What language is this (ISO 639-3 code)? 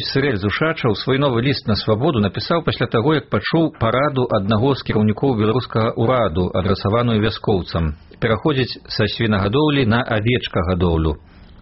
bel